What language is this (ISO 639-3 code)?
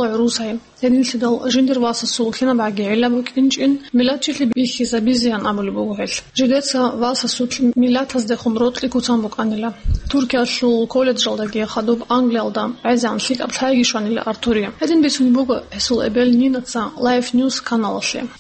ava